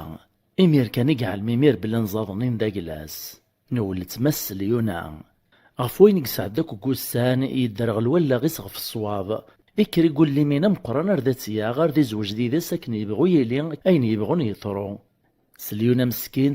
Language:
Kabyle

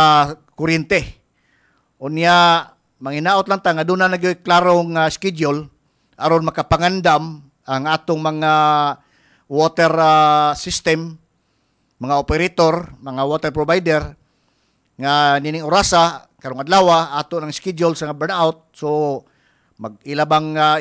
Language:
Cebuano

